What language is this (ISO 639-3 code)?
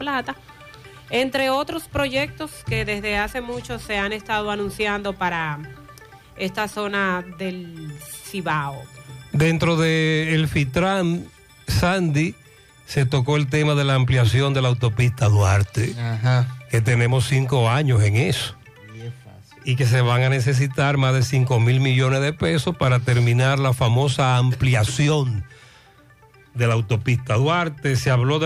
spa